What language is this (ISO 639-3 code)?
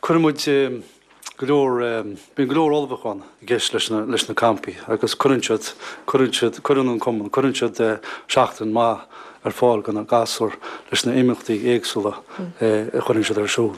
gle